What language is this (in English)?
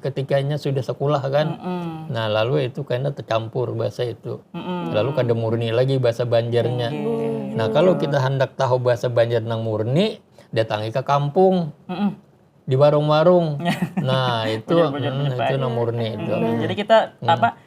Banjar